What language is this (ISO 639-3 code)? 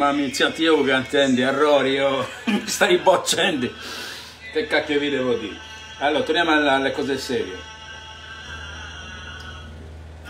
ita